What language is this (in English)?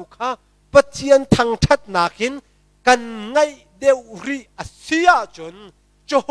Hakha Chin